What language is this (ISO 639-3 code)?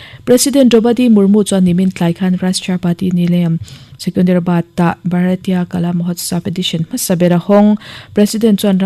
lus